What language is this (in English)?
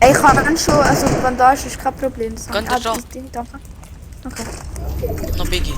Swiss German